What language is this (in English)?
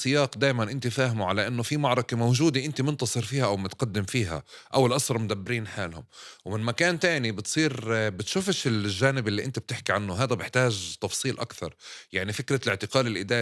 North Levantine Arabic